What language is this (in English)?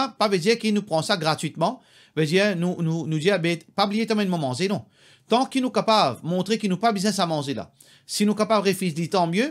Morisyen